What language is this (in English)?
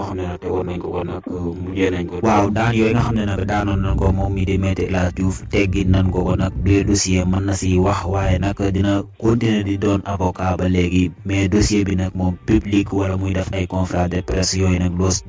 Wolof